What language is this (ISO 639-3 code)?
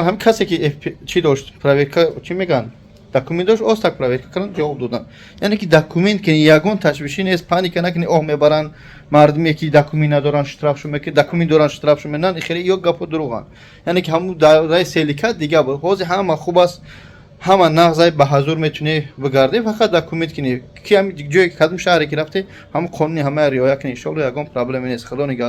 tgk